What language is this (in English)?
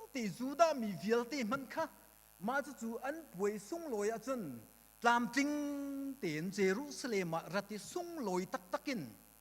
Hakha Chin